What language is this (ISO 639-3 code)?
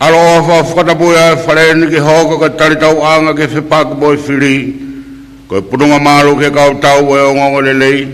ton